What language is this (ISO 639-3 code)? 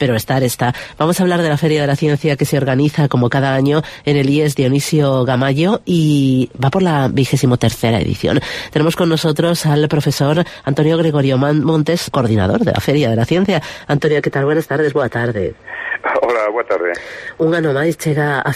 spa